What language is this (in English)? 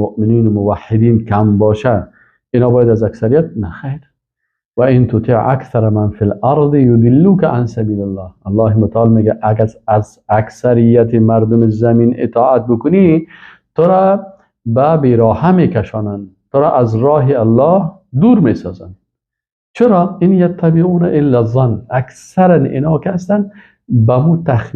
Persian